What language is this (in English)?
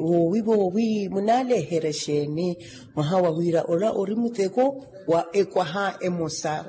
Makhuwa